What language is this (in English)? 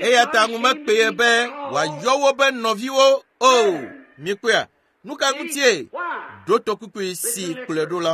Ewe